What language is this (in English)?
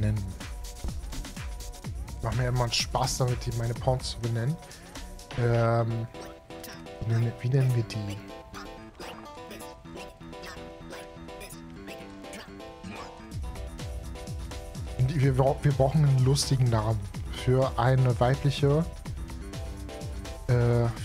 German